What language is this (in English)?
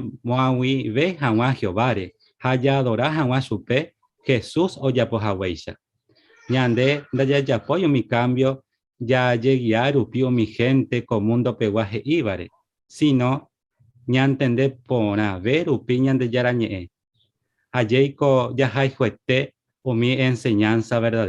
Guarani